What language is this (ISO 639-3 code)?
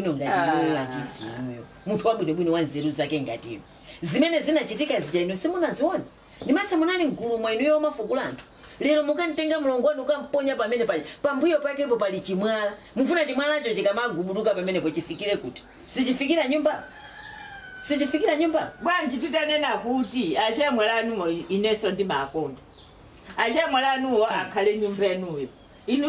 nya